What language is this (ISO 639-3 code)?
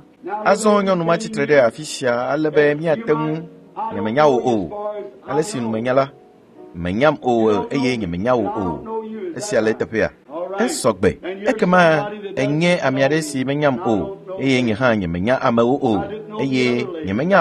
ewe